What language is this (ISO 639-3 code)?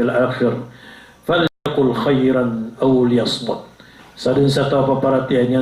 mrw